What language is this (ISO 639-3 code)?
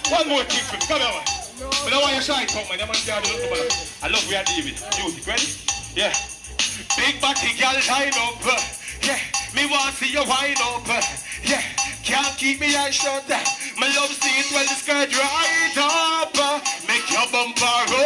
jam